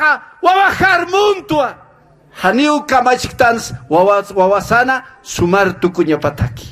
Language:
Aymara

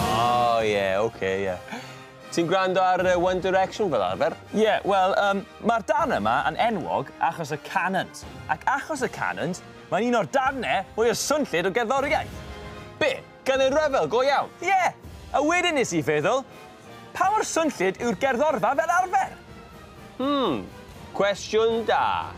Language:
Welsh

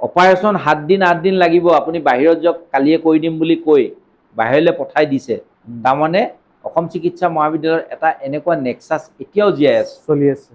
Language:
Assamese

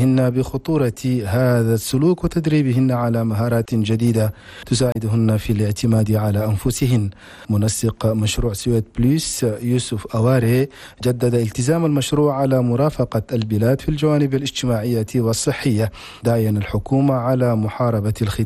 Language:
Arabic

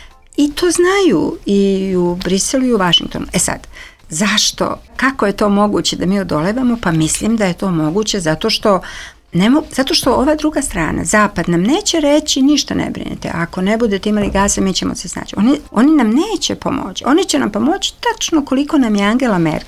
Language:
Serbian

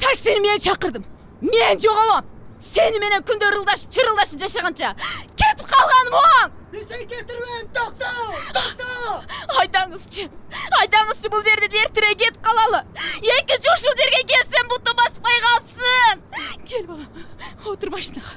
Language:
Kyrgyz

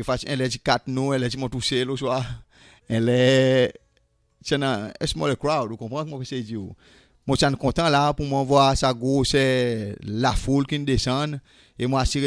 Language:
Seselwa Creole French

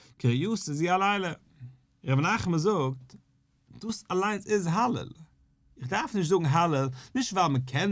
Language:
Yiddish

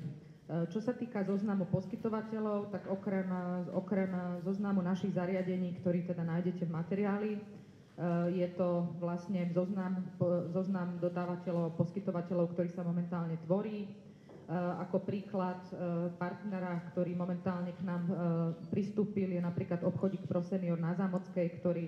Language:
Slovak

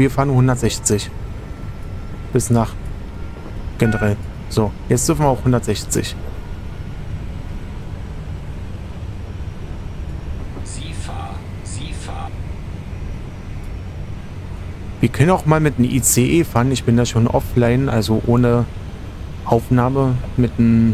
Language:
German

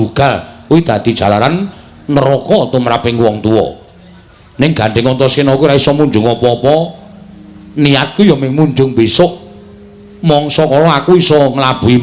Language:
Javanese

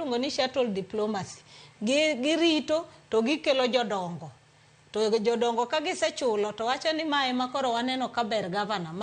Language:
Luo (Kenya and Tanzania)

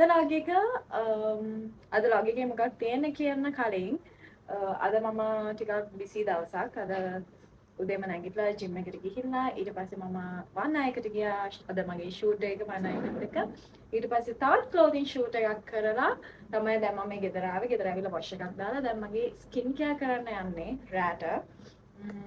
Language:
Sinhala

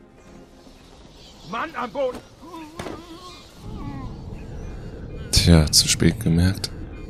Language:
German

